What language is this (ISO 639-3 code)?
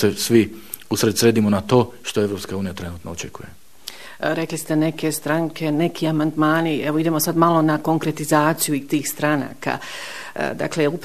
bos